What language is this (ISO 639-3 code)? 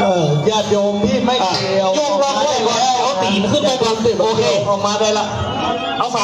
lao